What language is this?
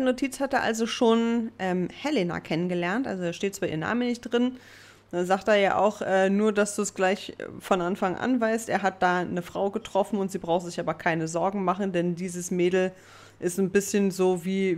German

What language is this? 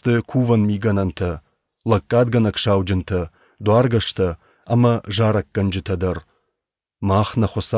Ossetic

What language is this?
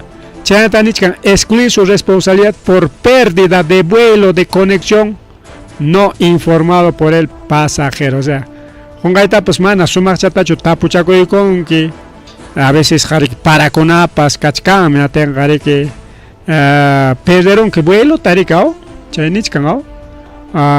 Ayacucho Quechua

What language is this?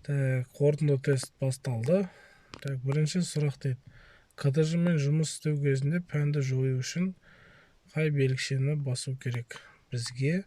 Kazakh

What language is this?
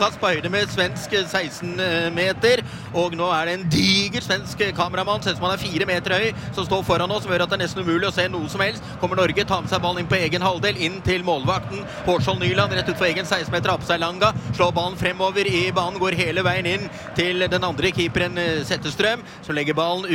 Norwegian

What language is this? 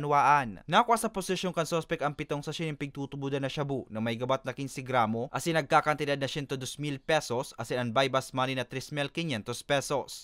Bikol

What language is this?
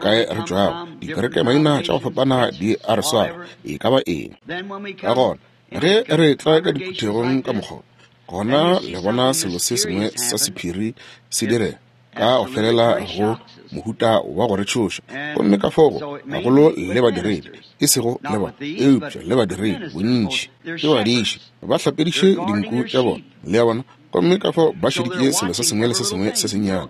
Northern Sotho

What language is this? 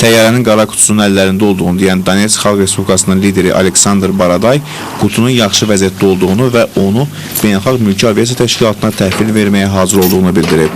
Azerbaijani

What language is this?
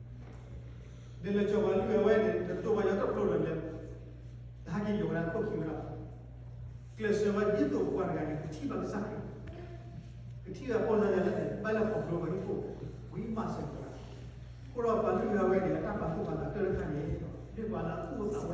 S'gaw Karen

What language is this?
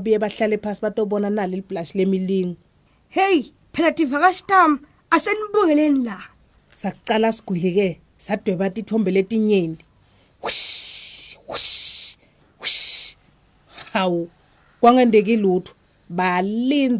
Swati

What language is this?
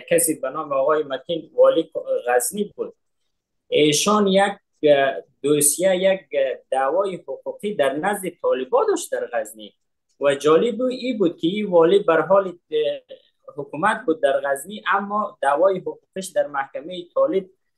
Persian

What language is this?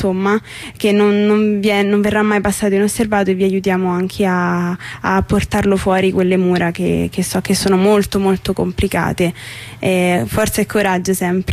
Italian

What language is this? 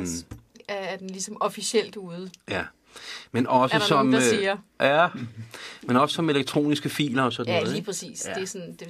Danish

